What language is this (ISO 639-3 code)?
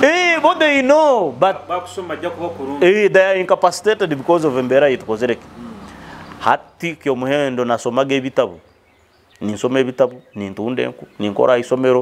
nyo